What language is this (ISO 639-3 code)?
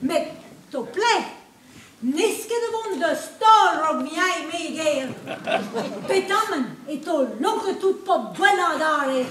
bre